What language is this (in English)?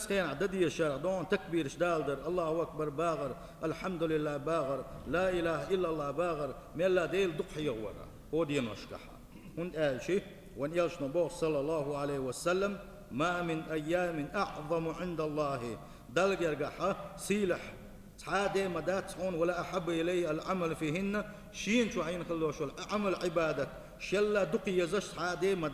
Chechen